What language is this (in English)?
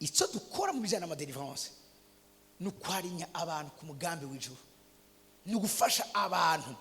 Rundi